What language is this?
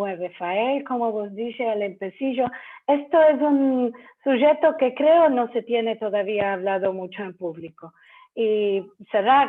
Ladino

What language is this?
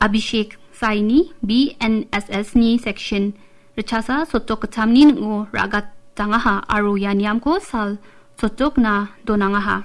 Garo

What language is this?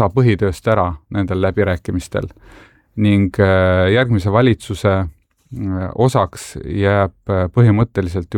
Estonian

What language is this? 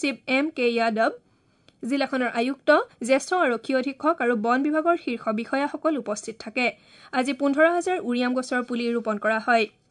Assamese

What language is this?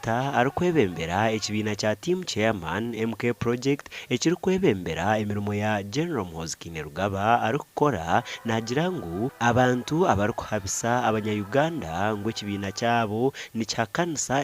Nyankole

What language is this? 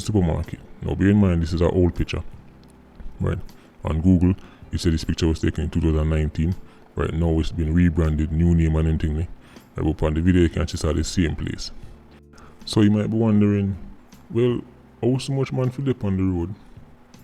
Jamaican Creole English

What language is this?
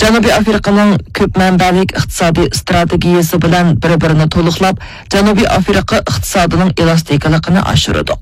Uyghur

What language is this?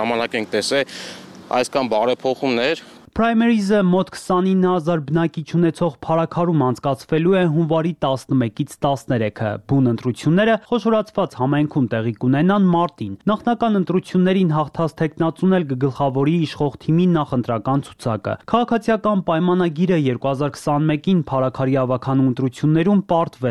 Armenian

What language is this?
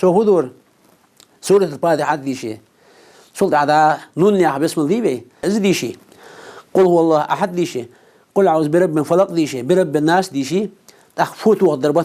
Ingush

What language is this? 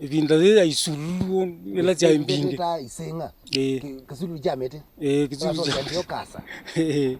Kamba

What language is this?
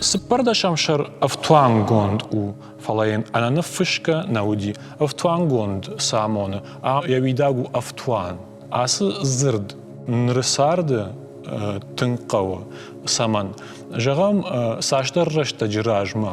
Ossetic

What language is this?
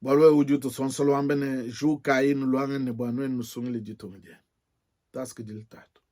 Luba-Lulua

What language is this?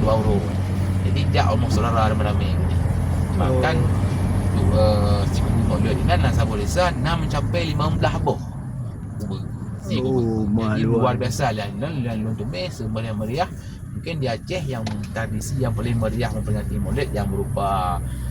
Achinese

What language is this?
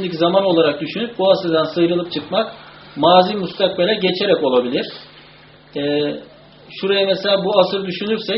Turkish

